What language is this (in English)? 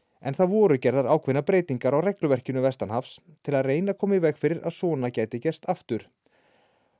Icelandic